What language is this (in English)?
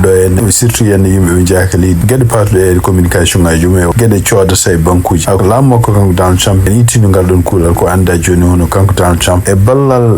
Fula